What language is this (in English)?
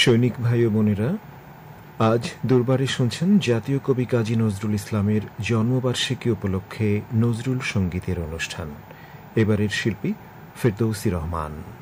Bangla